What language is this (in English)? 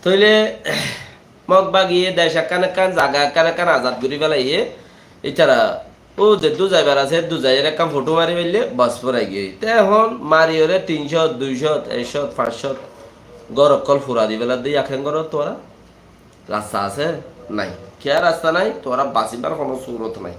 Rohingya